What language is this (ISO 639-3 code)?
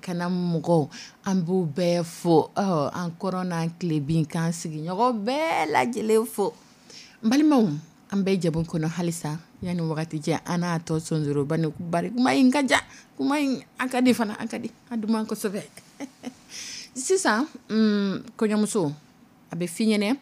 dyu